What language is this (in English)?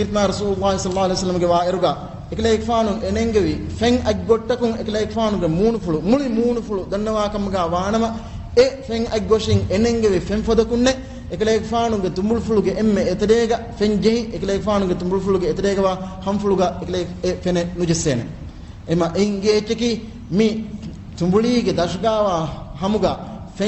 Divehi